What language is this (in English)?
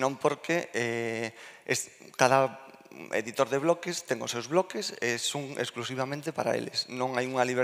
Galician